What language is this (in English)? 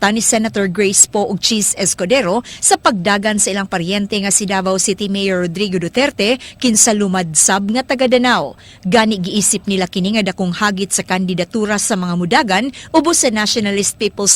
Cebuano